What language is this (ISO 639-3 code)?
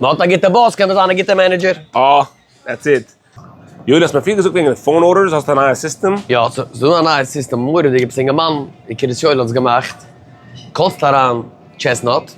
yid